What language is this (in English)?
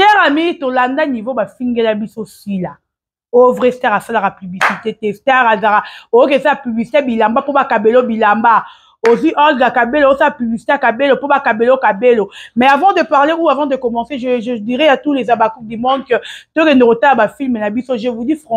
Lingala